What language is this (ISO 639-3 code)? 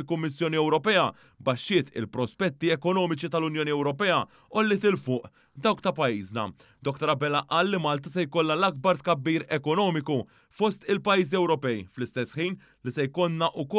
mlt